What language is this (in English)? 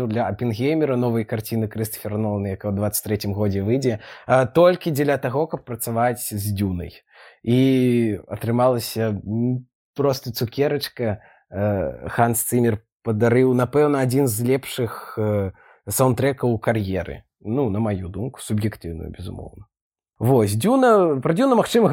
Belarusian